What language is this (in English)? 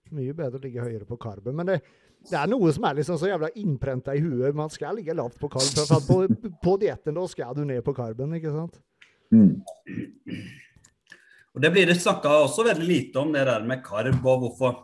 Norwegian